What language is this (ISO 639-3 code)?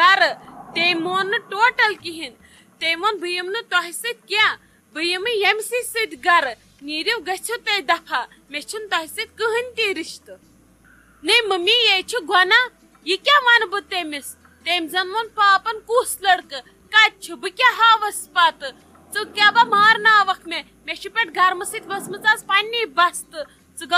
kas